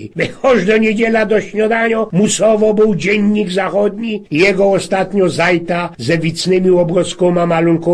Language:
Silesian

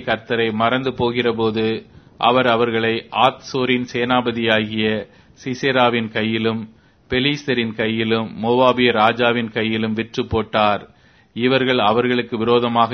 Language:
Tamil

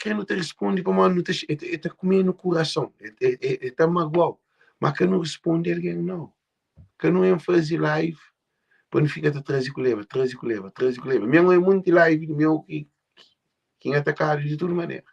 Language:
Kabuverdianu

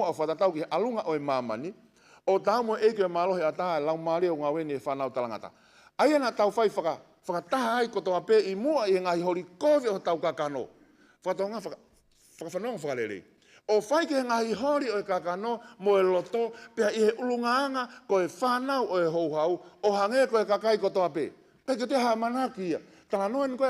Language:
Tongan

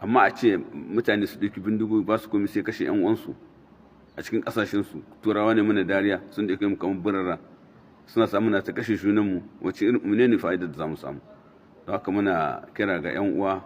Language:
Hausa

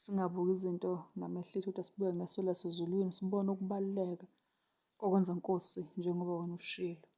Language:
Zulu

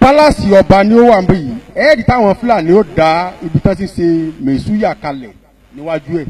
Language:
Yoruba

